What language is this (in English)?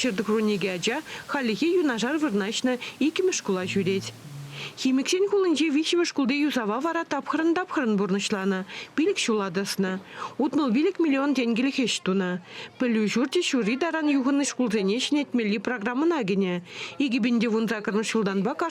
Chuvash